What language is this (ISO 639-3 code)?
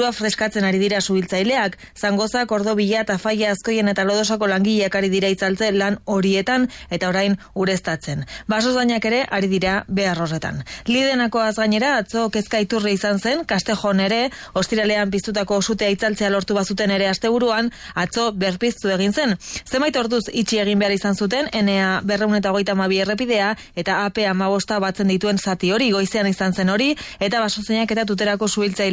eus